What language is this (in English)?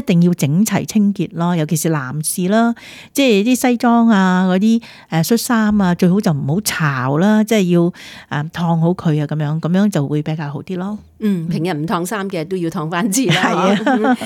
Cantonese